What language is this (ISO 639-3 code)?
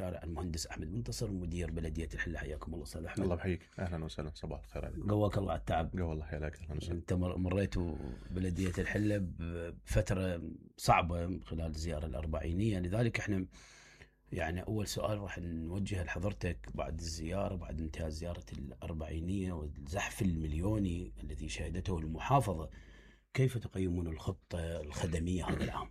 acm